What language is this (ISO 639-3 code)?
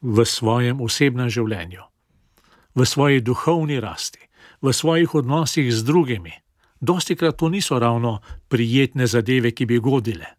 slv